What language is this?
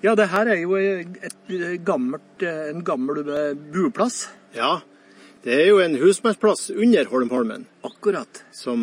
Norwegian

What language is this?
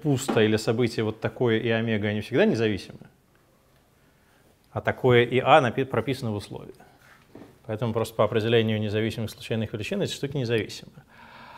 Russian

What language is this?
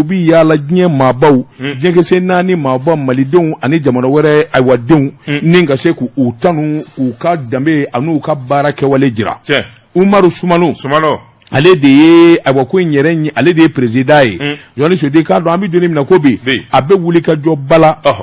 Bambara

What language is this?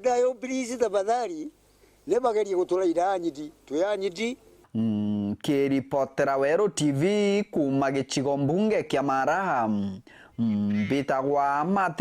Meru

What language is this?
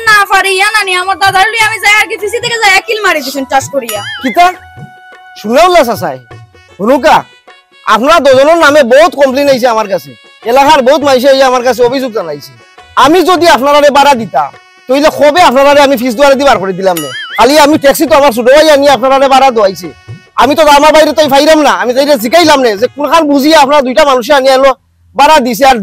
Sylheti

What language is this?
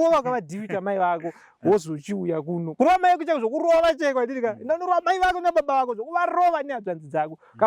Shona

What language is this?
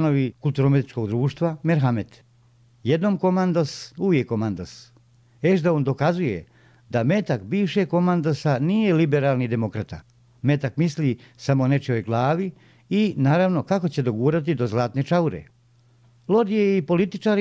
Bosnian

